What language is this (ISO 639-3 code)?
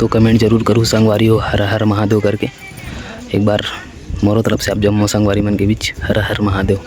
hne